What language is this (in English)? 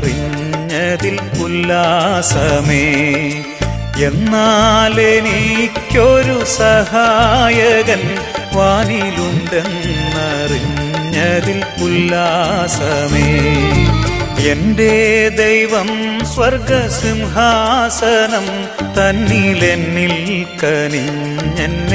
Malayalam